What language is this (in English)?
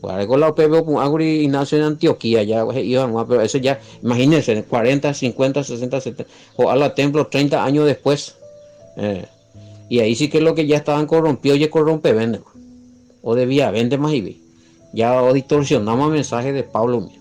Guarani